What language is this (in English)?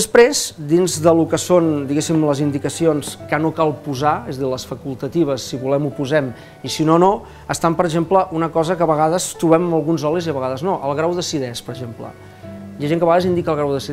Catalan